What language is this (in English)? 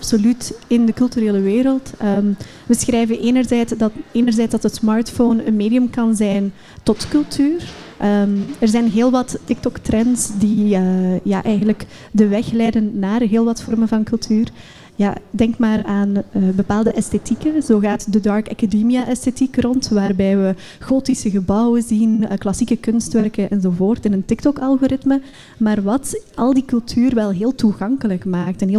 Dutch